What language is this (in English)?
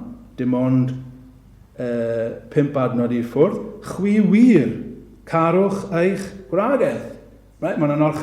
Welsh